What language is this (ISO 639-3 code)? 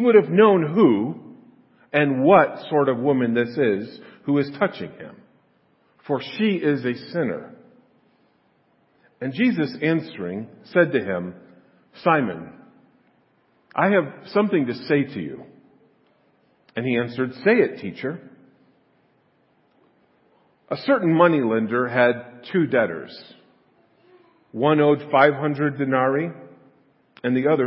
eng